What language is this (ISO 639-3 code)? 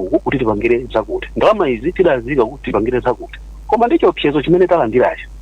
nya